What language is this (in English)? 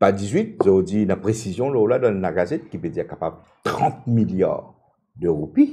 Morisyen